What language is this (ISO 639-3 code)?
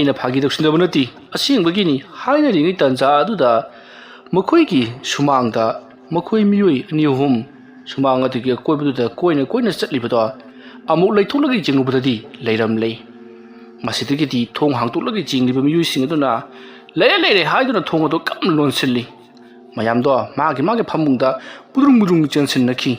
mni